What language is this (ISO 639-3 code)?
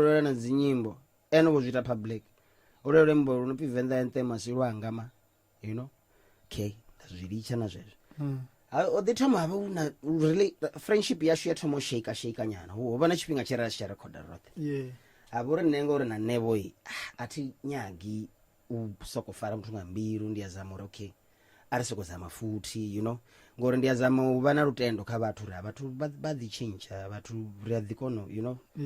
ven